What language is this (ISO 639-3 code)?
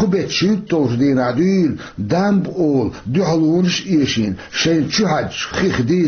che